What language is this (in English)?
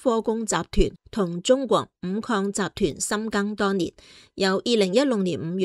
Cantonese